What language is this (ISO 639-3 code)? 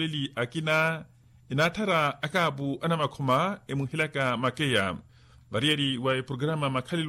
vmw